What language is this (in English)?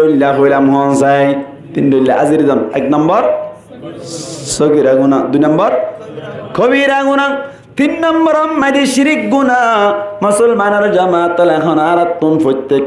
Rohingya